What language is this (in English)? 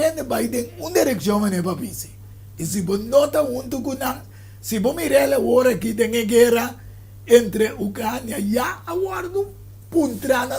Papiamento